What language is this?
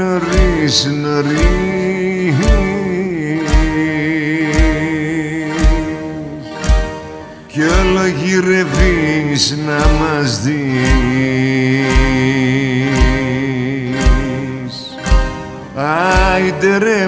Greek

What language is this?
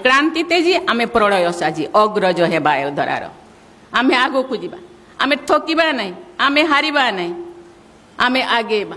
Odia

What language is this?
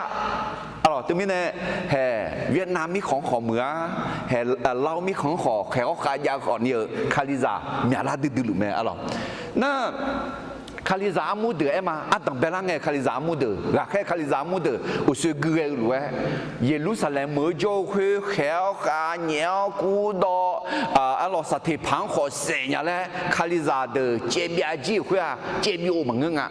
Akha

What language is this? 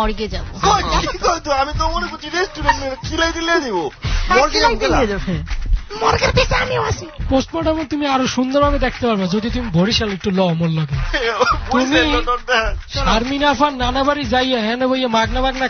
Bangla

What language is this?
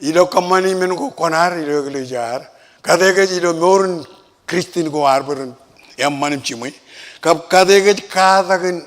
Marshallese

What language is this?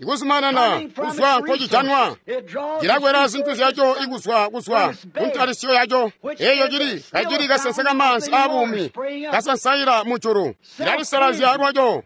Tonga (Zambia)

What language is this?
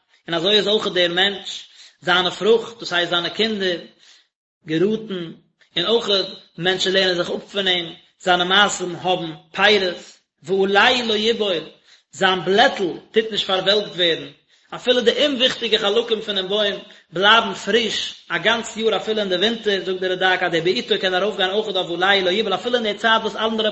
Yiddish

